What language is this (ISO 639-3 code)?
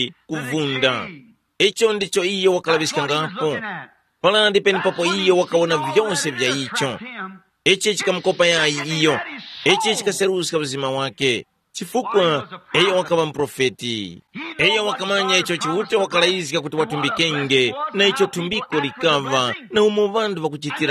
tum